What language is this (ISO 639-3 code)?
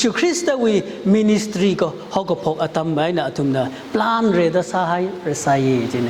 nmf